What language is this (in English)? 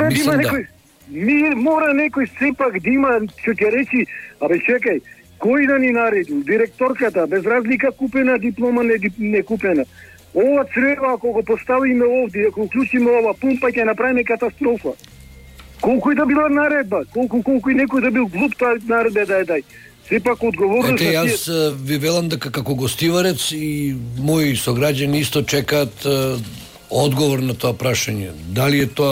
Macedonian